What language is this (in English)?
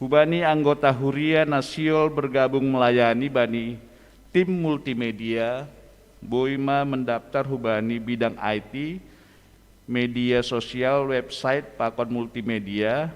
Batak Simalungun